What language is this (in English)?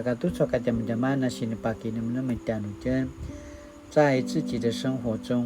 Paiwan